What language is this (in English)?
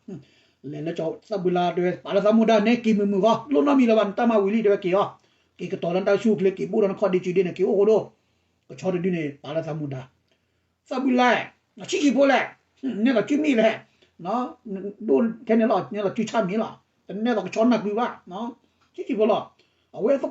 S'gaw Karen